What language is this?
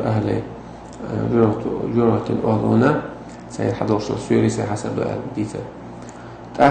Chechen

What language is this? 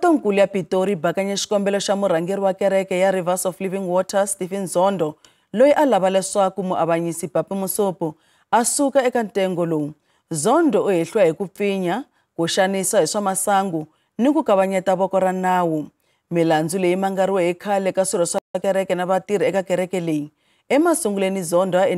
Tsonga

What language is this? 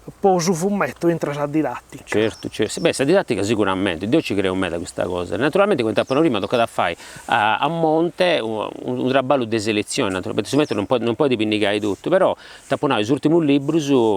Sardinian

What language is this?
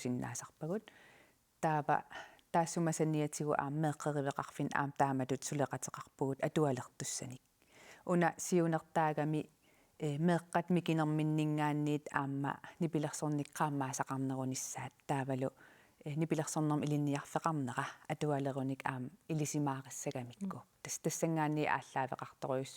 Kalaallisut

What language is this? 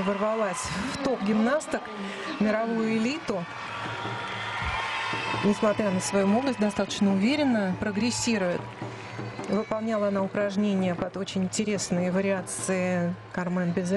Russian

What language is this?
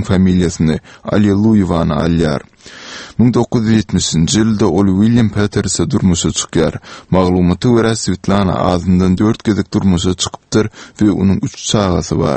Turkmen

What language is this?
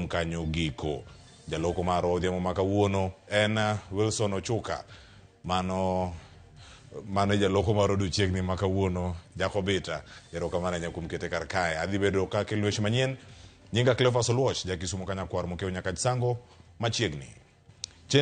Luo (Kenya and Tanzania)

